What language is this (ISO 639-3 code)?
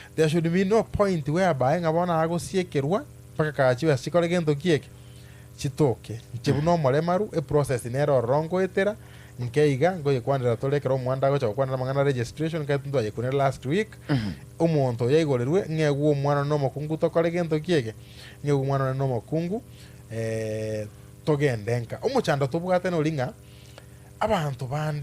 guz